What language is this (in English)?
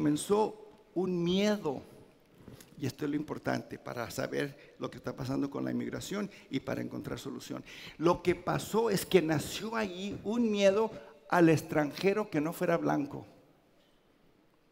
Spanish